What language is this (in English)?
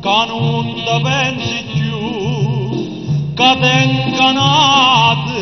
Neapolitan